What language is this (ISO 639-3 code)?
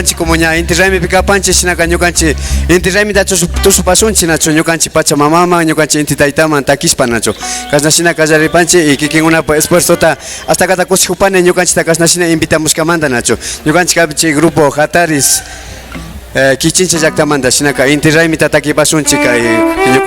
qvi